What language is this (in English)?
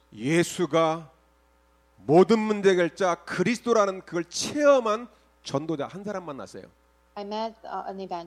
Korean